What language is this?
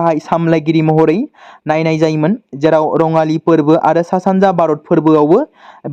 Bodo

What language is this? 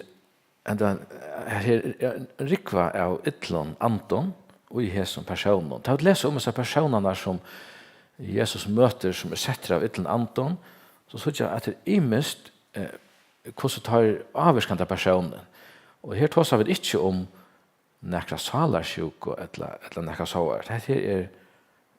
Faroese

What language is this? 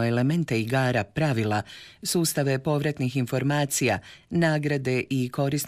Croatian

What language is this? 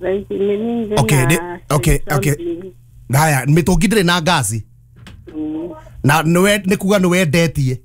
Kikuyu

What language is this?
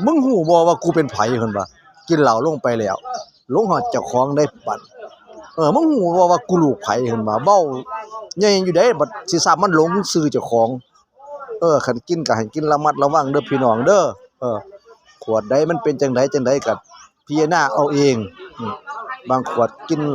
Northeastern Thai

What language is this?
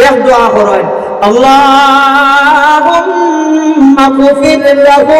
Sylheti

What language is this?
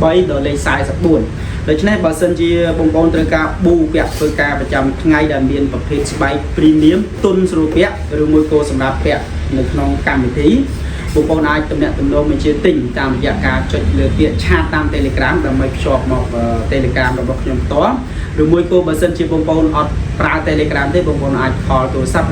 Khmer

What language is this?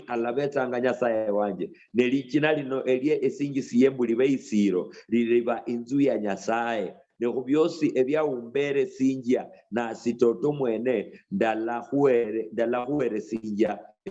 Luyia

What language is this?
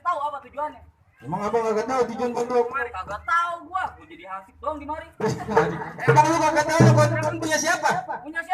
Betawi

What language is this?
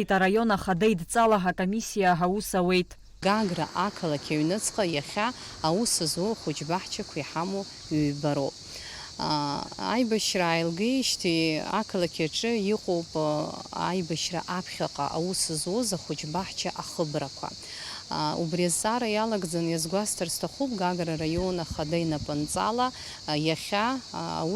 Abkhazian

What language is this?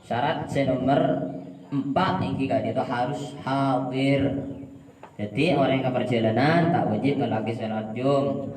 Madurese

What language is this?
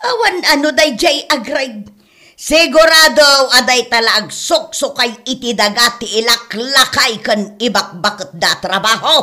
Iloko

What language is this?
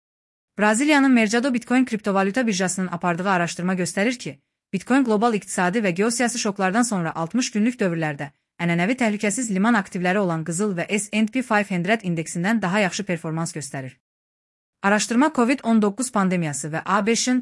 Azerbaijani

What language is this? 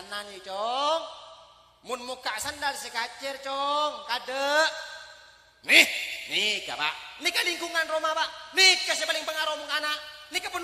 Madurese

